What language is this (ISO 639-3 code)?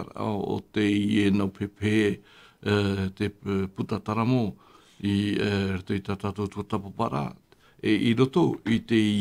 tah